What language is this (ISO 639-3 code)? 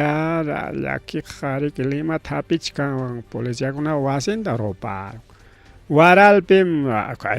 quy